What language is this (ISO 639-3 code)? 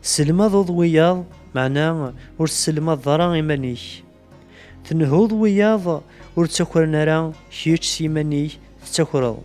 kab